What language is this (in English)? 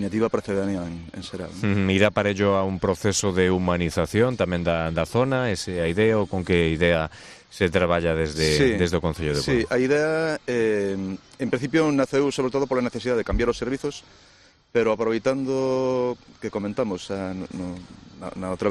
Galician